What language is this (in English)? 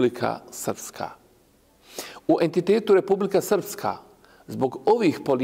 Bosnian